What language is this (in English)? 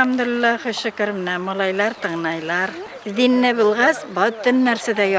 Bashkir